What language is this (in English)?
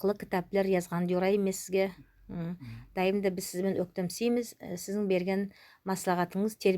Nogai